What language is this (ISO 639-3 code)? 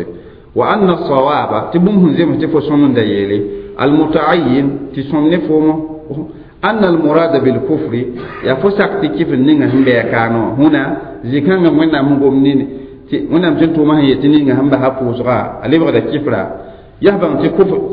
mos